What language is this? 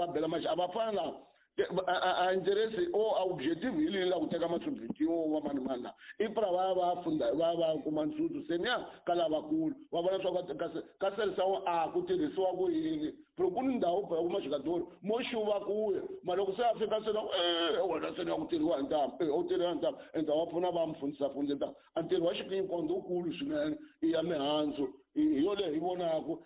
Tsonga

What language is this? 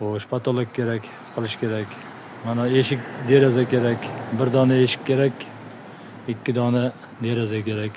Uzbek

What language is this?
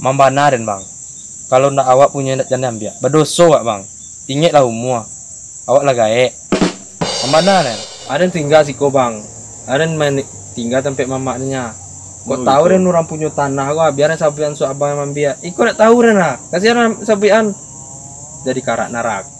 Minangkabau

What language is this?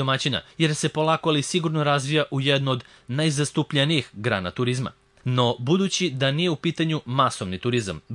Serbian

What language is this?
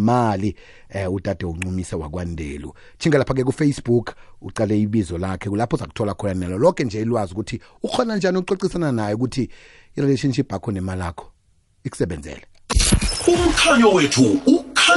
South Ndebele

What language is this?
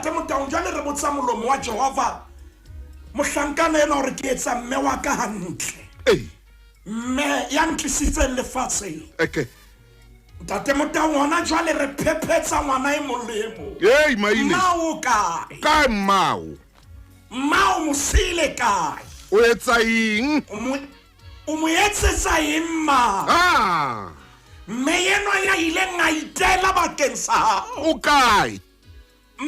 Southern Sotho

